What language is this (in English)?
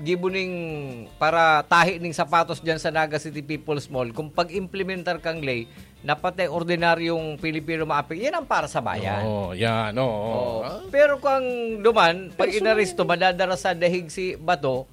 Bikol